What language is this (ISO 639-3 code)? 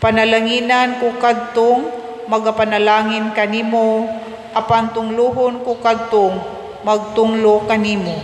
ceb